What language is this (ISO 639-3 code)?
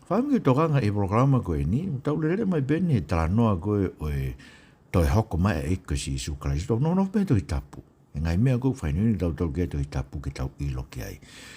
ton